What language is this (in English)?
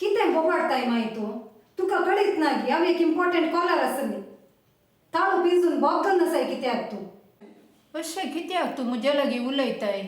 Konkani